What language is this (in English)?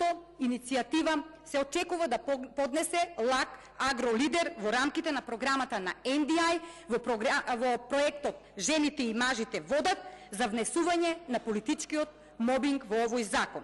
Macedonian